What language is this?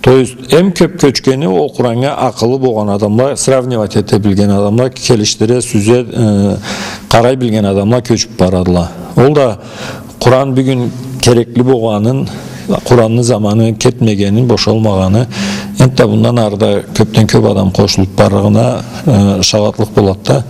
Karachay-Balkar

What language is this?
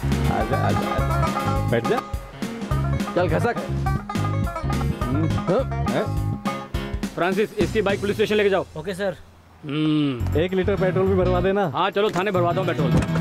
Hindi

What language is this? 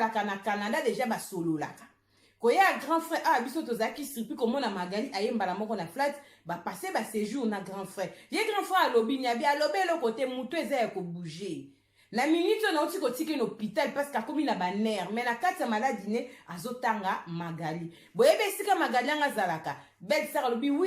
Lingala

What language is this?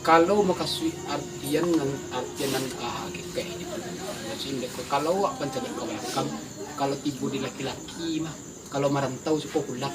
Minangkabau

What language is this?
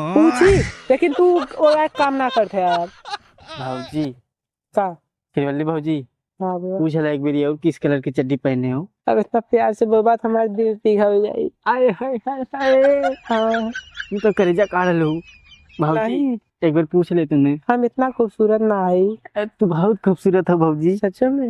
Awadhi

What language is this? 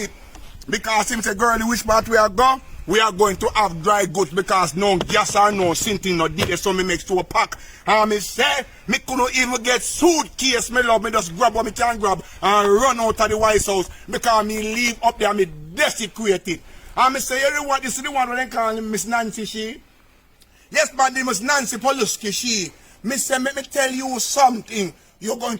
Jamaican Creole English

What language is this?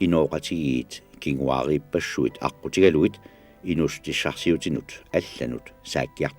Kalaallisut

